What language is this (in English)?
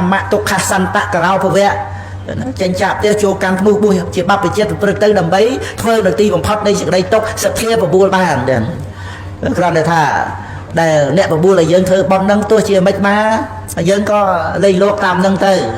Khmer